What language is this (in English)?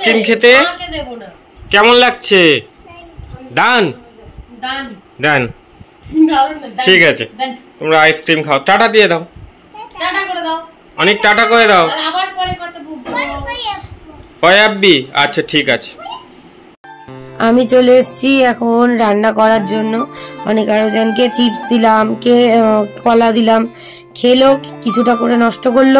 Bangla